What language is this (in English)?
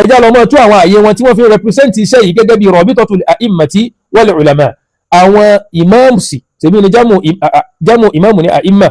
Yoruba